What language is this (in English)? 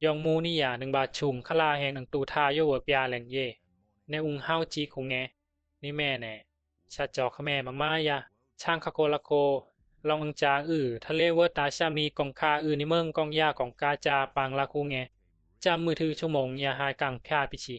Bisu